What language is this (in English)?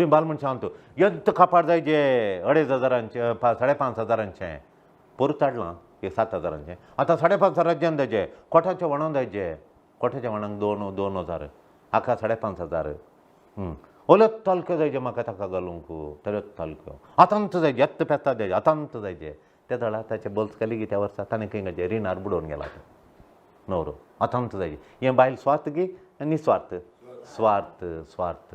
Konkani